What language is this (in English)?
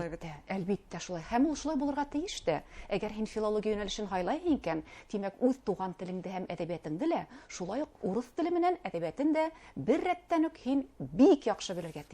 Bashkir